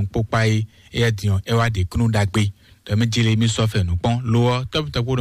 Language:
Fon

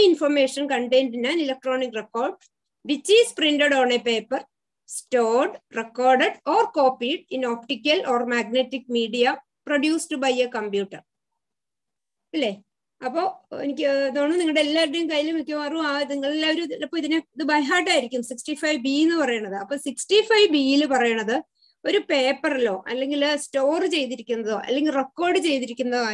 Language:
Malayalam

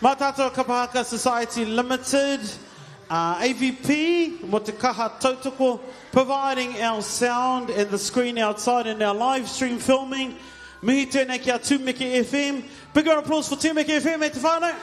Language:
Māori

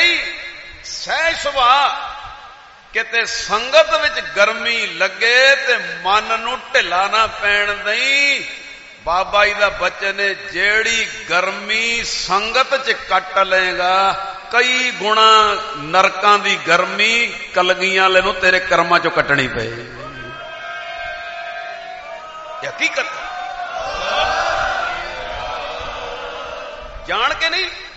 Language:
Punjabi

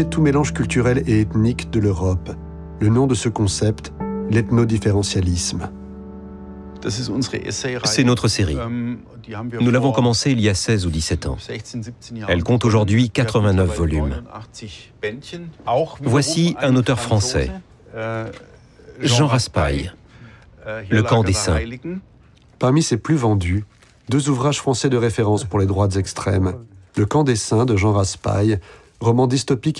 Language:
French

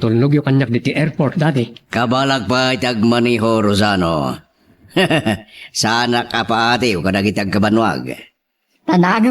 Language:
Iloko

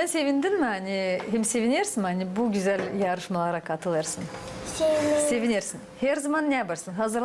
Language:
Gagauz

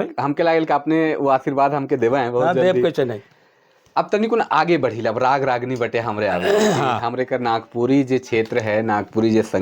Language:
Sadri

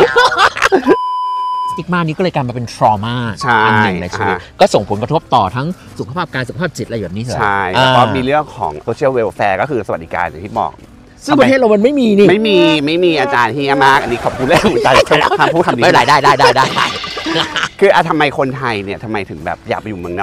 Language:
Thai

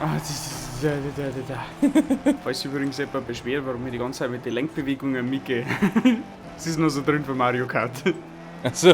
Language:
Bavarian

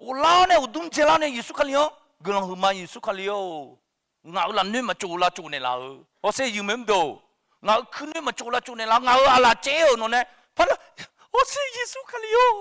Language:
Akha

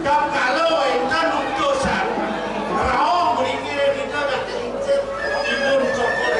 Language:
Balinese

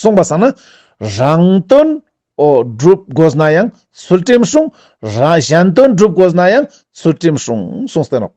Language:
Ladakhi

